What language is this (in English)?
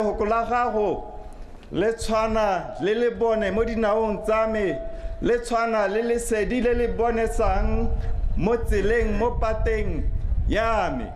Tswana